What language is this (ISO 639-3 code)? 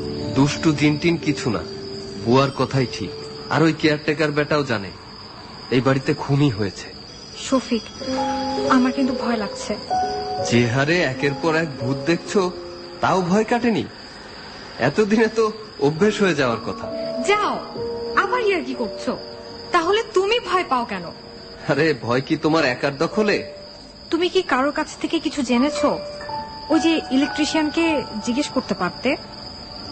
ben